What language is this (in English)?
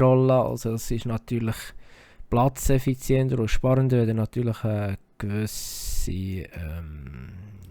Swiss German